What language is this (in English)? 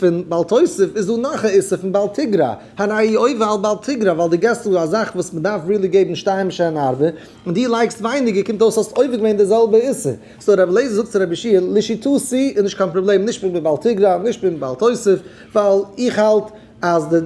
Yiddish